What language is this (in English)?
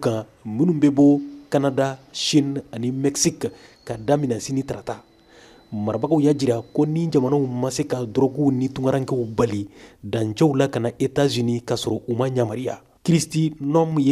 Bambara